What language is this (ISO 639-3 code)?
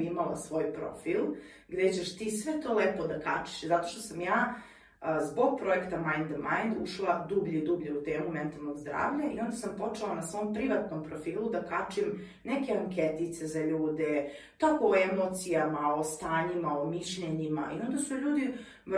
hrv